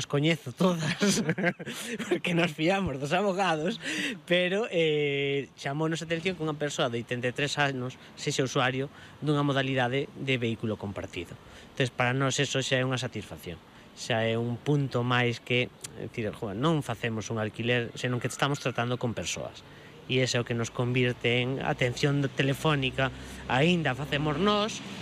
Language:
Galician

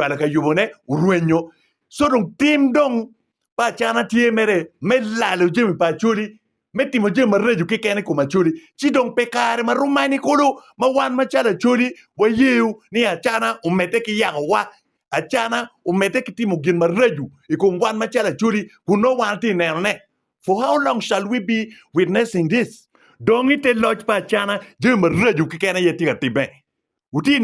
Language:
Acoli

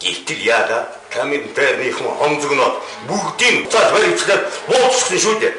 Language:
Mongolian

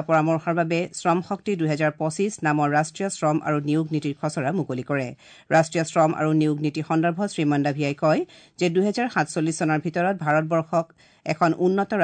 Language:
Assamese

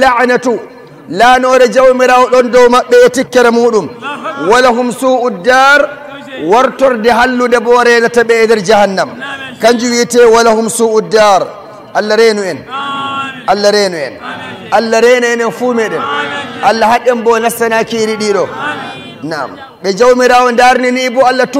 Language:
Nigerian Fulfulde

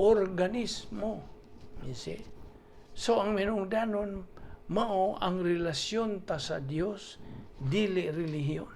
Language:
Cebuano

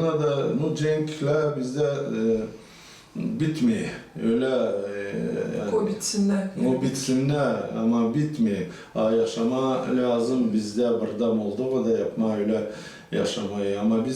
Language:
Gagauz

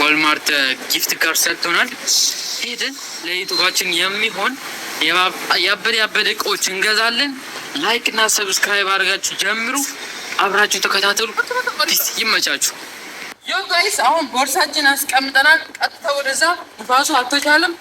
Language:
Amharic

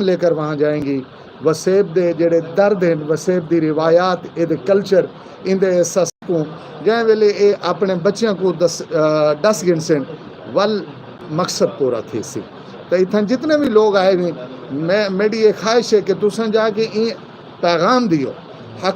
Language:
Saraiki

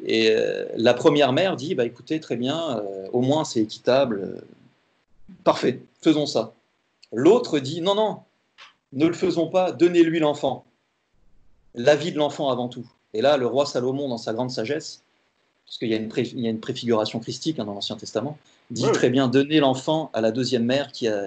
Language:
French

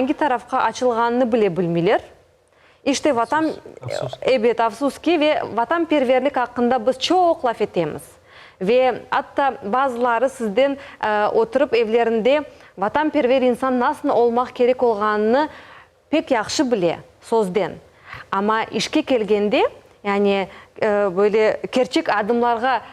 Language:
Crimean Tatar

